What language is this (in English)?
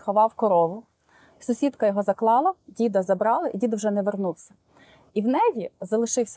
Ukrainian